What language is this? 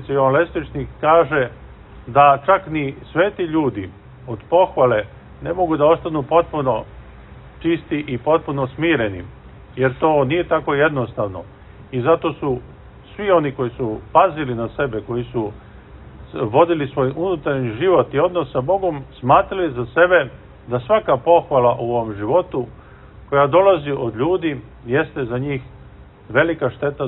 Serbian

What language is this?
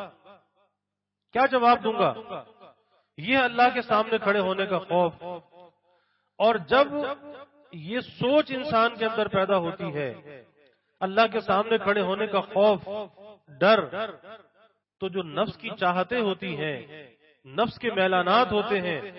Urdu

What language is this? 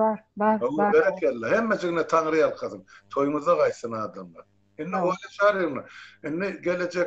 Turkmen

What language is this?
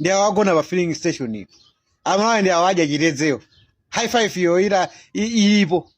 Nyanja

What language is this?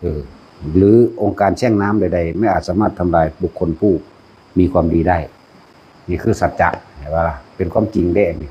Northeastern Thai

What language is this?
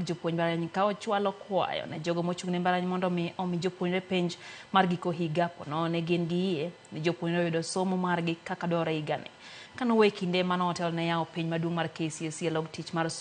Luo (Kenya and Tanzania)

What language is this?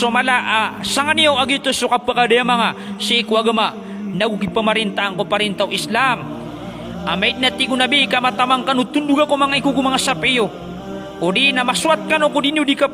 Maranao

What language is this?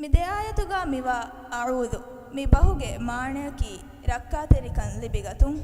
Divehi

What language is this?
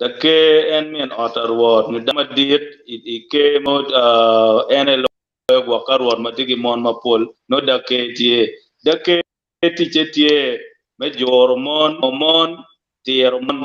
Acoli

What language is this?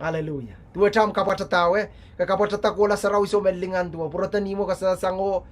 Pohnpeian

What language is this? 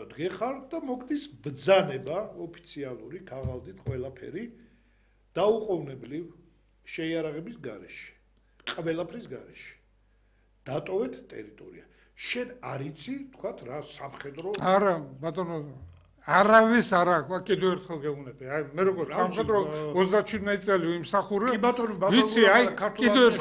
Georgian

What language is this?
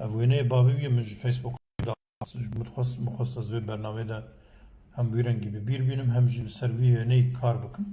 Kurdish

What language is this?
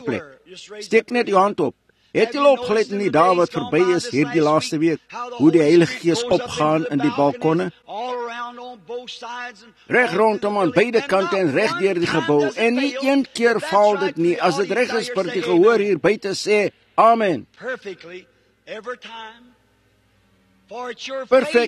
Afrikaans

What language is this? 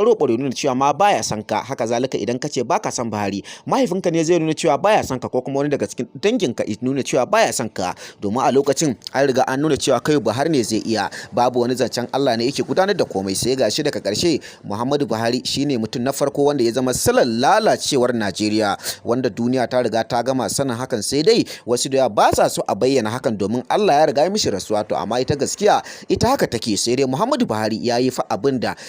Hausa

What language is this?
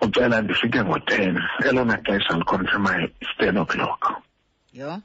Xhosa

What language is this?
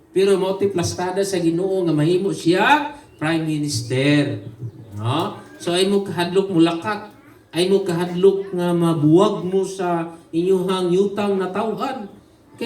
Cebuano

